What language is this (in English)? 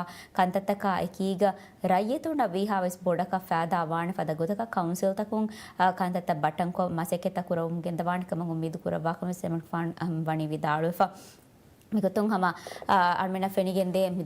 Divehi